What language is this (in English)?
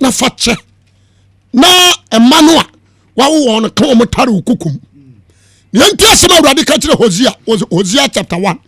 Akan